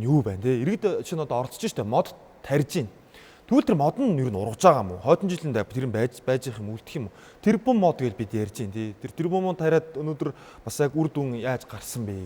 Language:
Mongolian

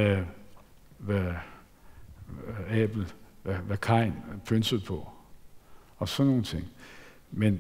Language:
Danish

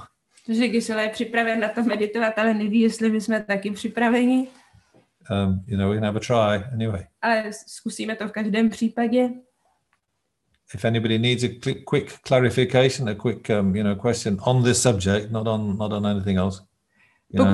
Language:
Czech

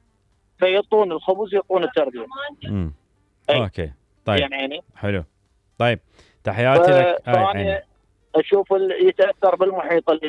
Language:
Mesopotamian Arabic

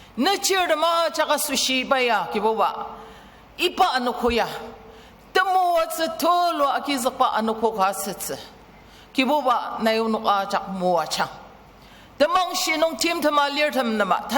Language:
Ao Naga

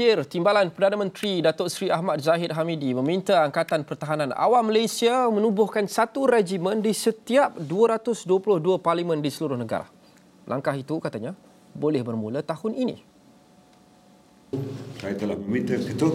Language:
Malay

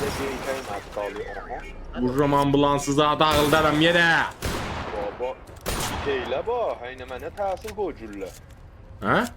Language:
South Azerbaijani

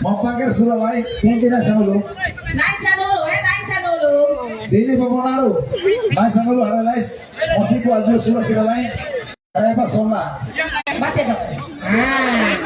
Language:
Tetum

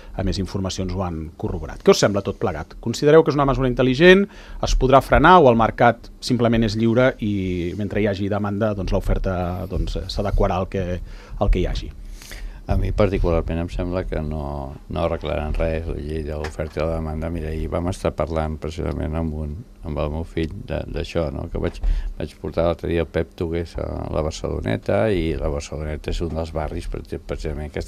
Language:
Catalan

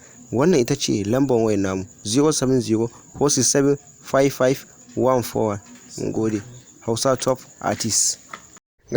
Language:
Hausa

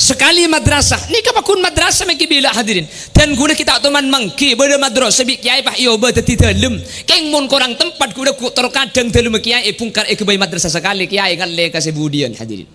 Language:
Madurese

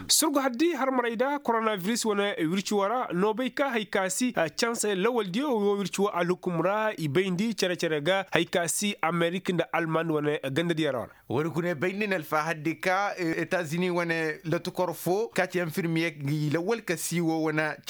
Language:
Koyraboro Senni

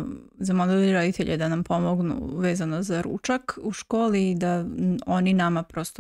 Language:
Serbian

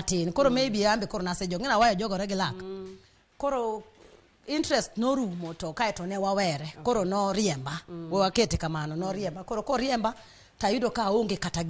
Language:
Luo (Kenya and Tanzania)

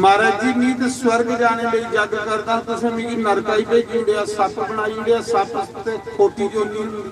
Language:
Dogri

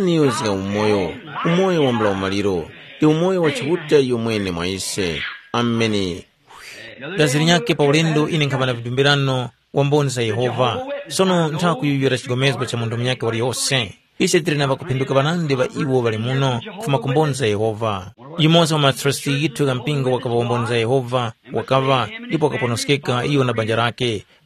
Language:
Tumbuka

